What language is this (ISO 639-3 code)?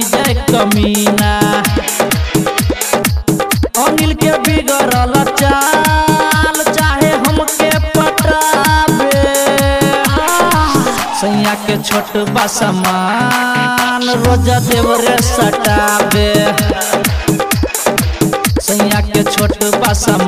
bho